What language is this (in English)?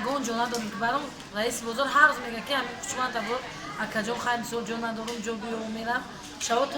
Tajik